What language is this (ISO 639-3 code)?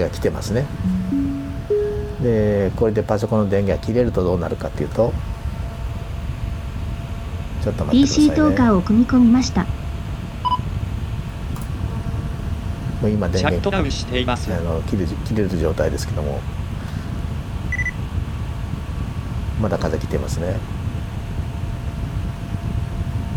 jpn